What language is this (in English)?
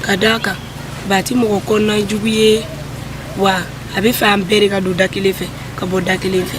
Bambara